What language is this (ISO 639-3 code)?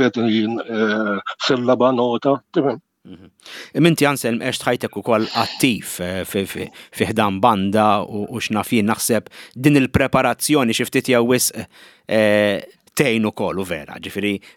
mlt